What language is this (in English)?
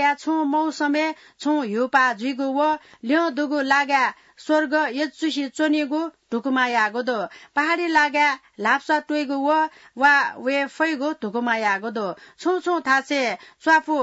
Newari